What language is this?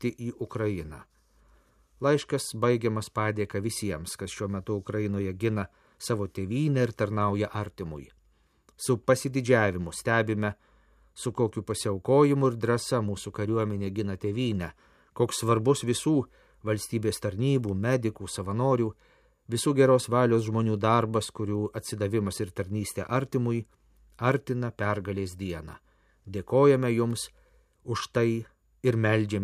Lithuanian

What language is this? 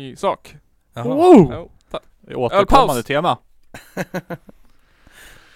Swedish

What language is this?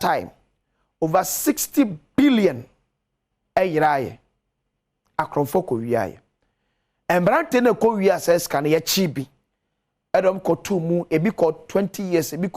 Akan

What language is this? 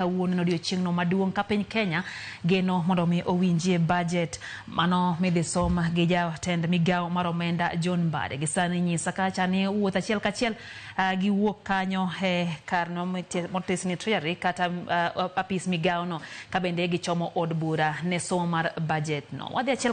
Luo (Kenya and Tanzania)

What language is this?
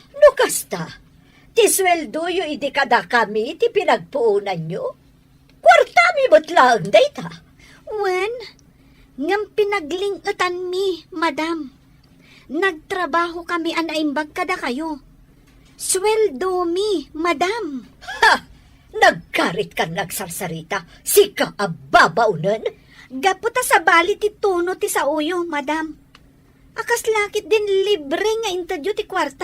Iloko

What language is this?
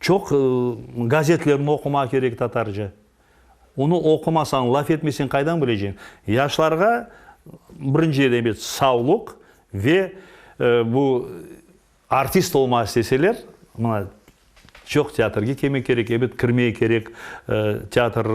Crimean Tatar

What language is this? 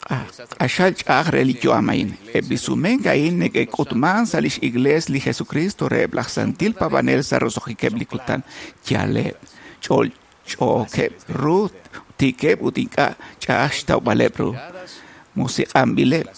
Kekchí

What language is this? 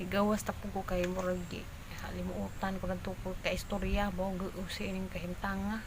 Cebuano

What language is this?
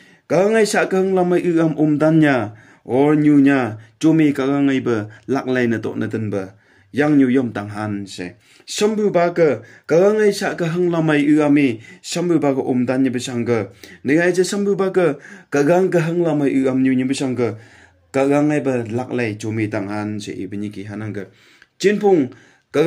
Phom Naga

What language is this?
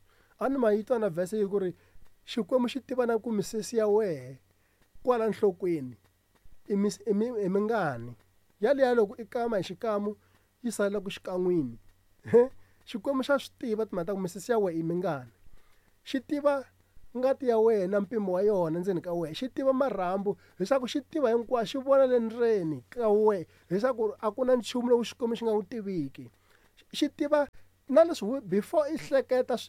Tsonga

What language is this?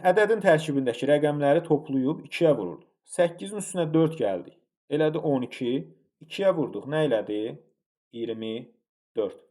Azerbaijani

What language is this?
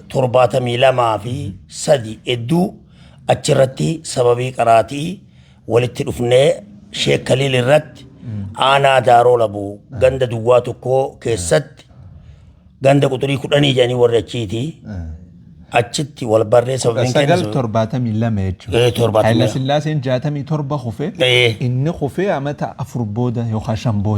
Oromo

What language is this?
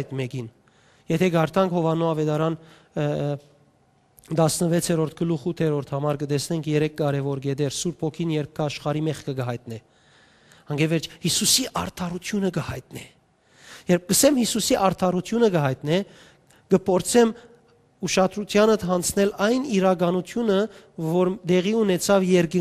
Western Armenian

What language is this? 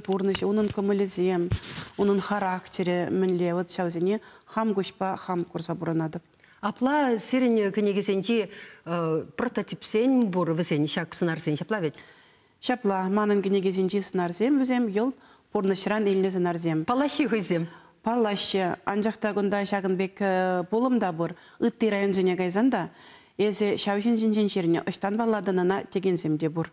Chuvash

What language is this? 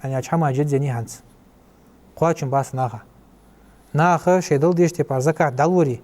Ingush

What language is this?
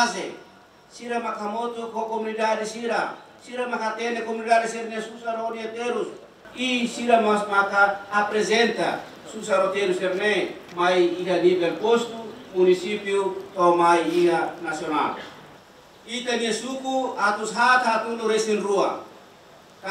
Tetum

